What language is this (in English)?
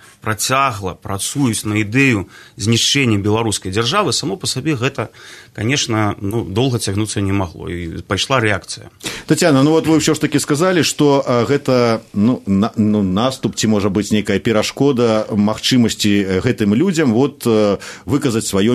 Belarusian